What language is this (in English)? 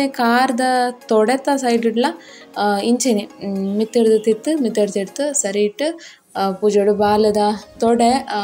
Tulu